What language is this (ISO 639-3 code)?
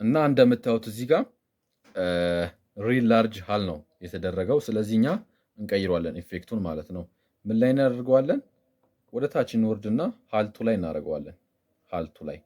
amh